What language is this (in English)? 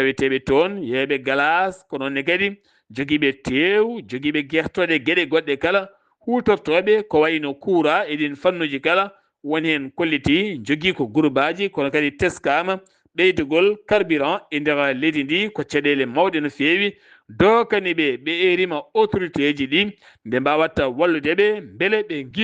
Fula